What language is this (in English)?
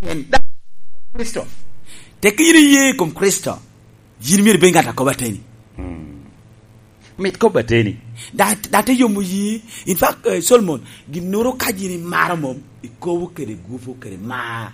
Lango (Uganda)